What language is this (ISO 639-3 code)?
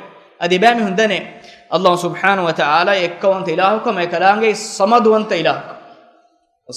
div